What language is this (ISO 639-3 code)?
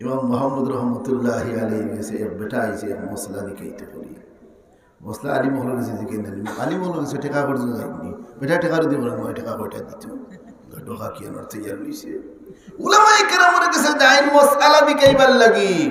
syl